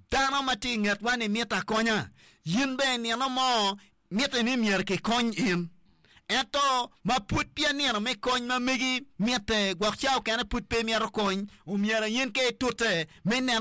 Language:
Acoli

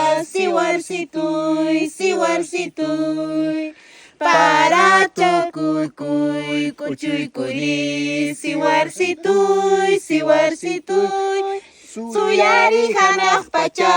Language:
Quechua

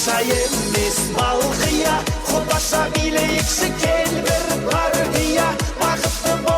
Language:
Kara-Kalpak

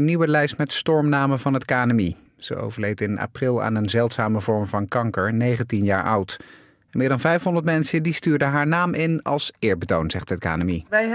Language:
Dutch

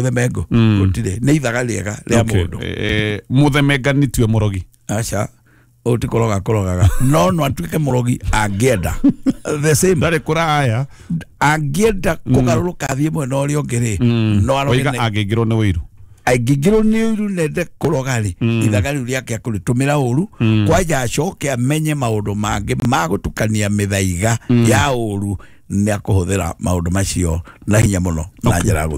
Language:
Kikuyu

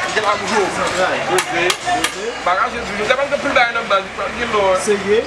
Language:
Haitian Creole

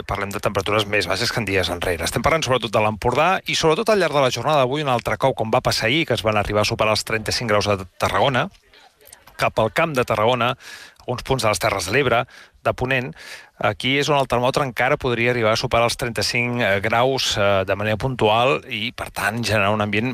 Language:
Catalan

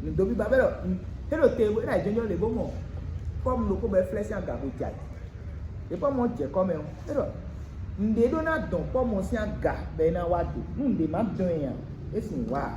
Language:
Fon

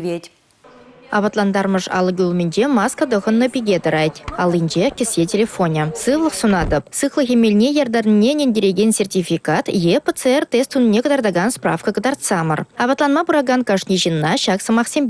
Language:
Chuvash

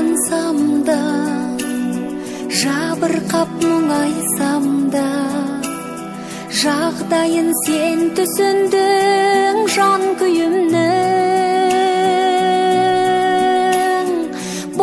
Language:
Kazakh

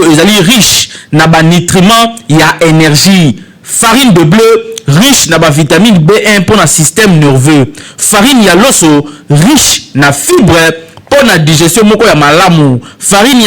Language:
Lingala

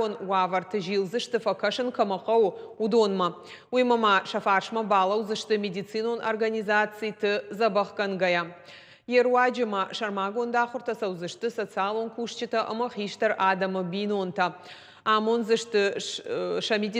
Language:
Ossetic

